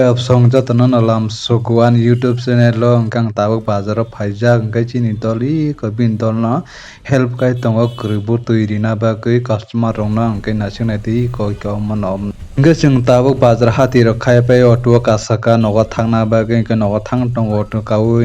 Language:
Kok Borok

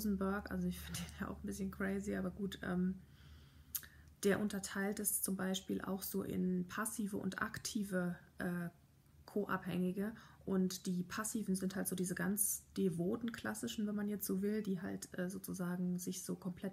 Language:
German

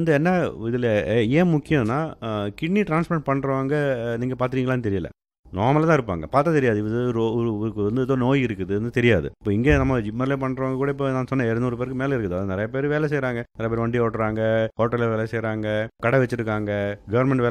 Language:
Tamil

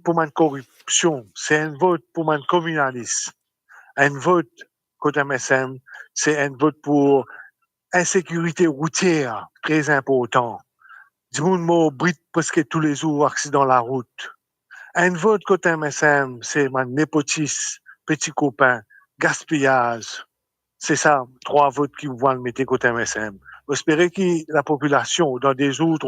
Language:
Morisyen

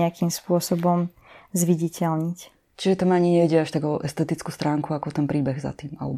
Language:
Slovak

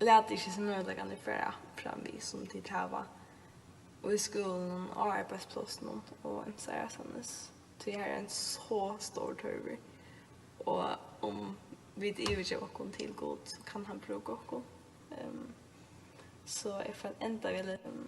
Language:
Faroese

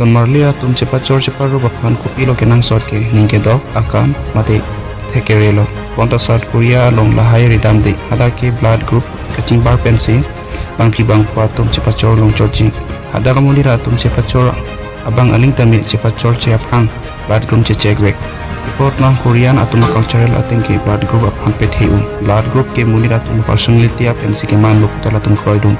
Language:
Karbi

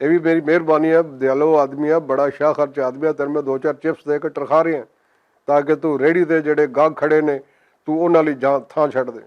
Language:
Western Panjabi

